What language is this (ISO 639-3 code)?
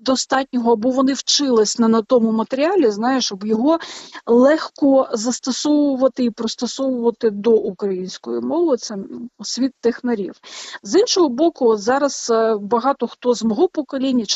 ukr